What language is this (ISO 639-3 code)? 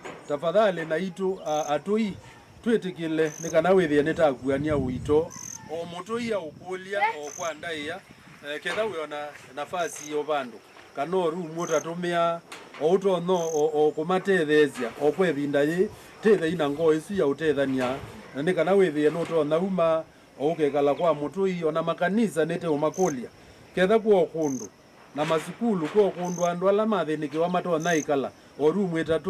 kam